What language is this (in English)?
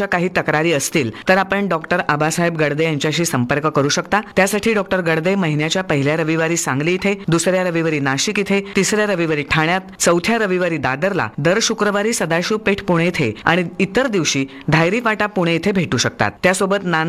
Marathi